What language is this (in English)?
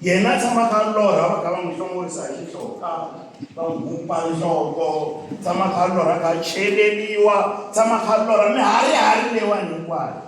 Tsonga